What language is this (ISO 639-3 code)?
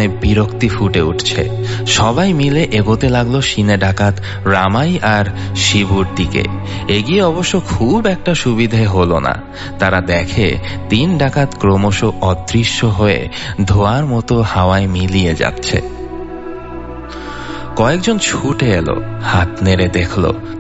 ben